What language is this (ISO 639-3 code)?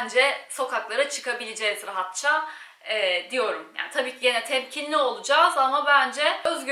tur